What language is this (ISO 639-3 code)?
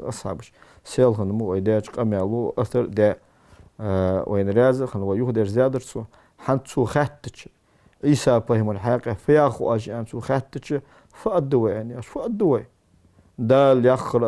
inh